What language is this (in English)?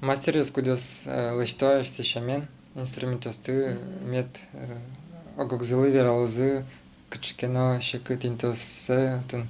Udmurt